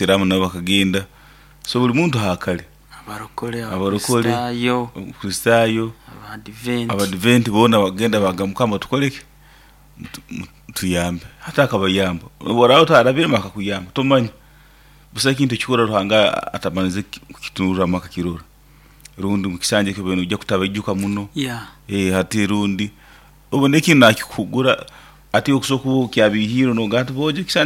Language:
Nyoro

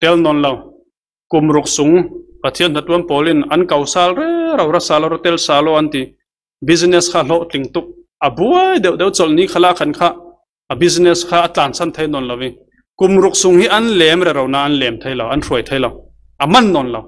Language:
Falam Chin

